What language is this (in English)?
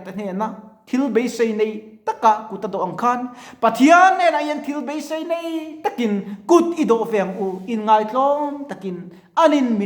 Mizo